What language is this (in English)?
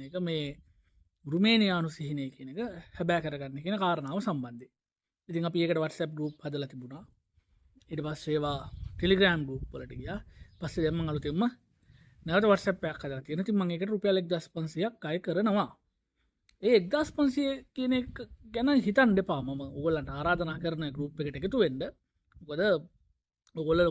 Sinhala